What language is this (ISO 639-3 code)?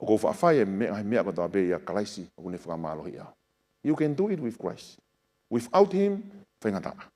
ton